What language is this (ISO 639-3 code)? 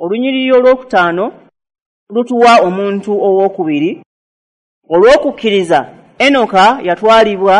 lug